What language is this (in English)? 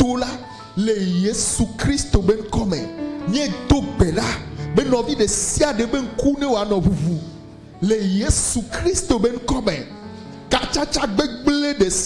Ewe